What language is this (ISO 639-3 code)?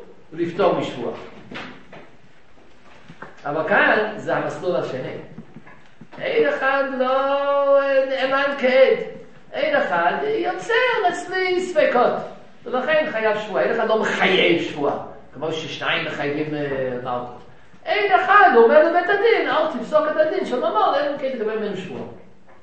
heb